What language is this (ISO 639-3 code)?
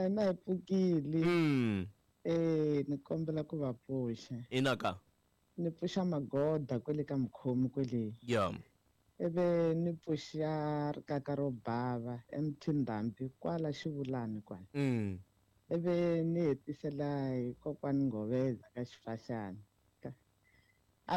tso